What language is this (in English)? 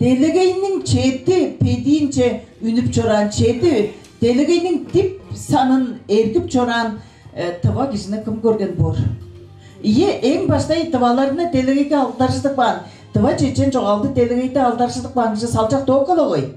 Tuvinian